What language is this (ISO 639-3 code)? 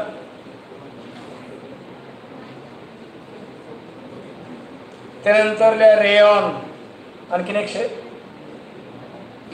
mar